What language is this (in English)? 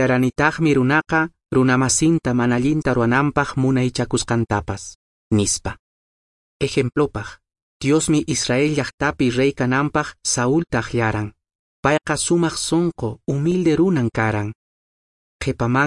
Quechua